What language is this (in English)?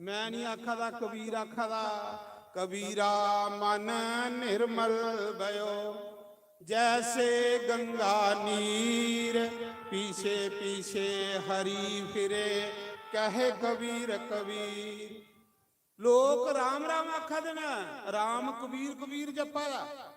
Dogri